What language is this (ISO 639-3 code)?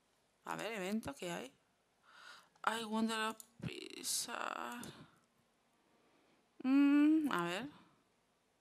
spa